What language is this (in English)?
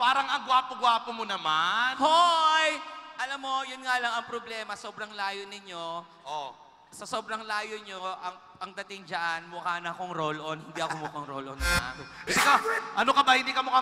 Filipino